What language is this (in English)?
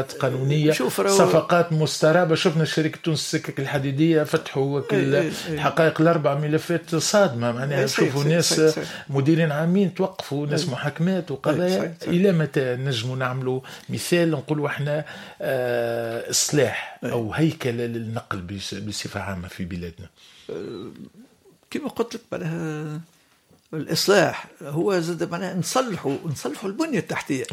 Tunisian Arabic